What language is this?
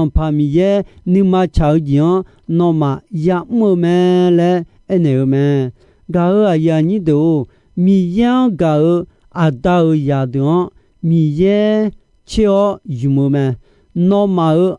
Akha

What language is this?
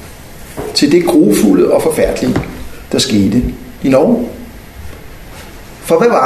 Danish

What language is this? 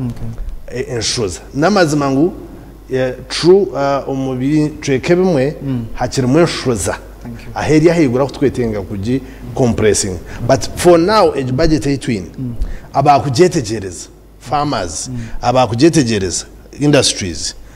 Nyankole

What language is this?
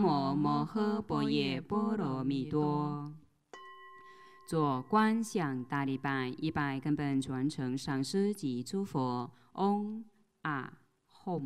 Chinese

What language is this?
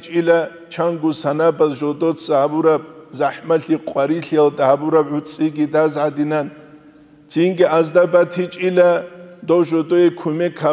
Avaric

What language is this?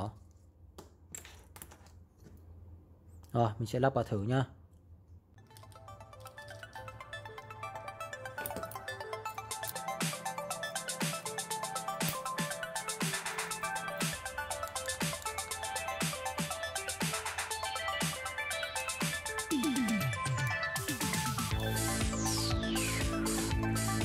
Vietnamese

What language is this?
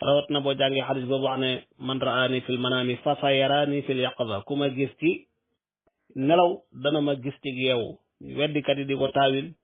Wolof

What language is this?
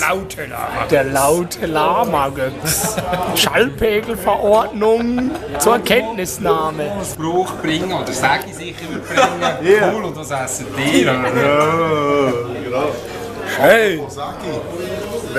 Swiss German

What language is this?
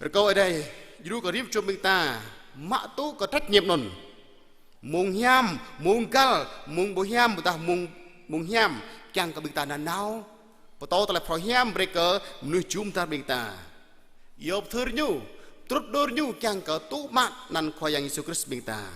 Jarai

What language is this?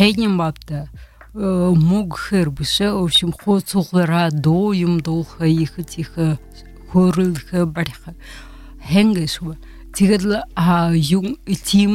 Buriat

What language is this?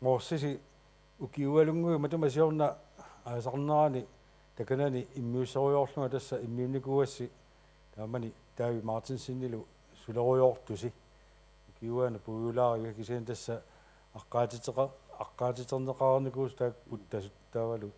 Kalaallisut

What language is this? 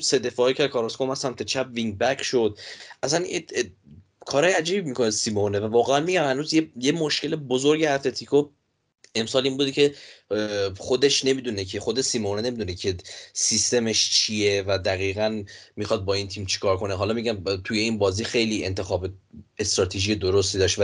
Persian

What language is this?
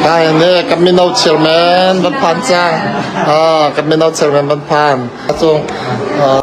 Hakha Chin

